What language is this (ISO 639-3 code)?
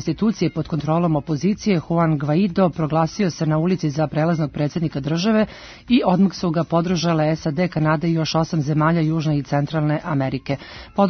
srp